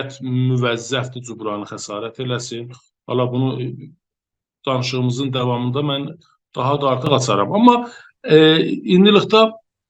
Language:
South Azerbaijani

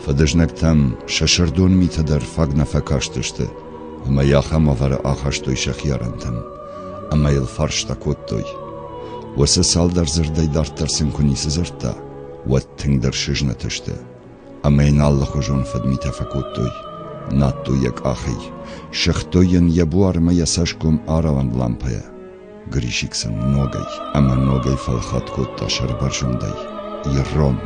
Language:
Ossetic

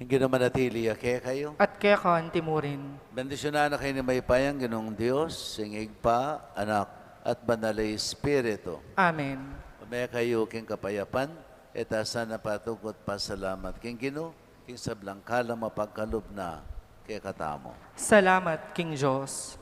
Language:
Pampanga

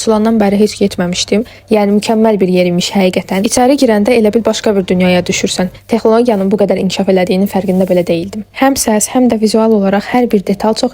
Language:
Azerbaijani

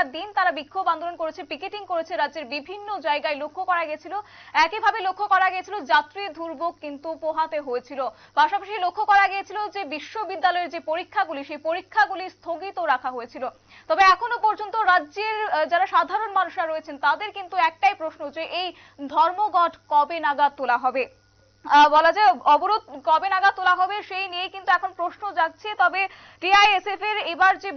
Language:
Bangla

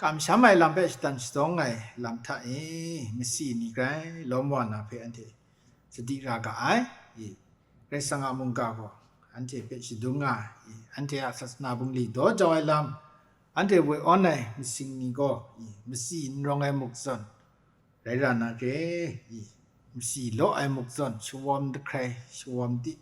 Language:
Kachin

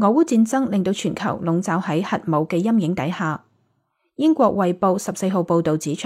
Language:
Cantonese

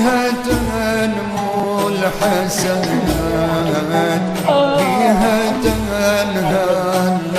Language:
Achinese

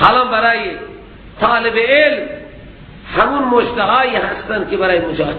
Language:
Persian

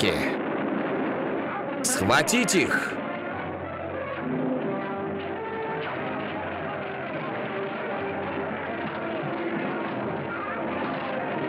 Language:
Russian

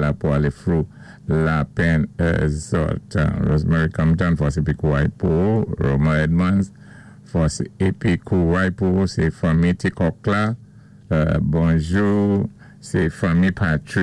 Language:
Saint Lucian Creole French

